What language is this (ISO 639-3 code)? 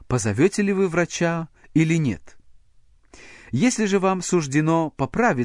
rus